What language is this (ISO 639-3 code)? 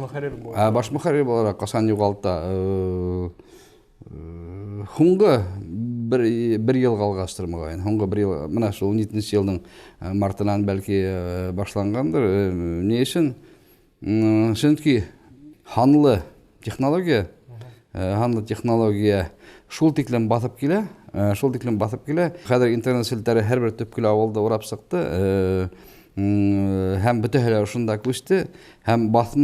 bak